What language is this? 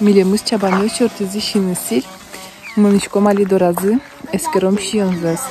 Udmurt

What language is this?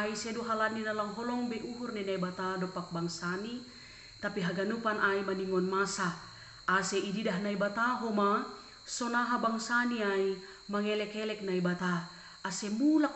Batak Simalungun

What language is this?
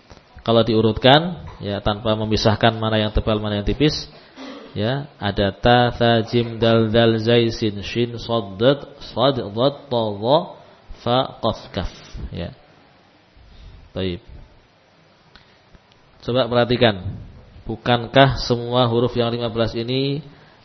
Indonesian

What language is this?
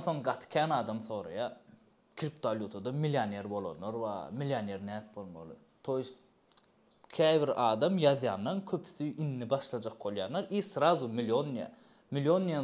Turkmen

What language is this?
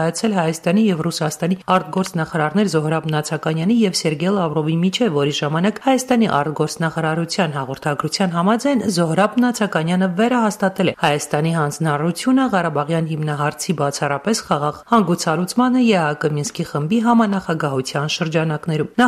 Armenian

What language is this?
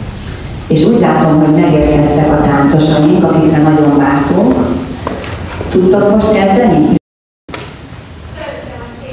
Hungarian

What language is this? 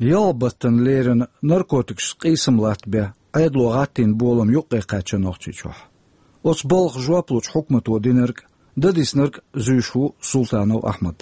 Chechen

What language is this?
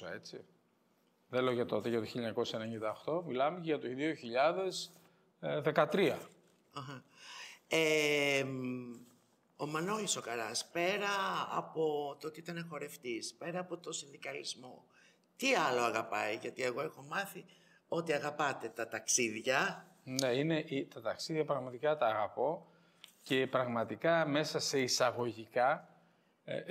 Greek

